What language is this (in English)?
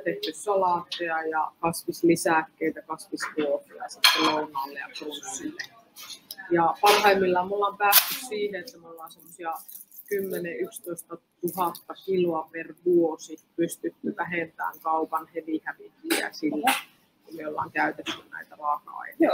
Finnish